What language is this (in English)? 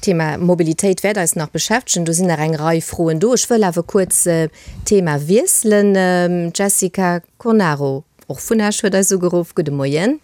Luxembourgish